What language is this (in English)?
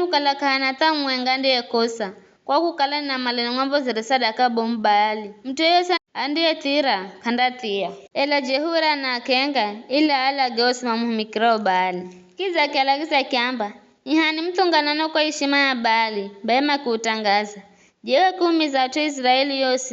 Giryama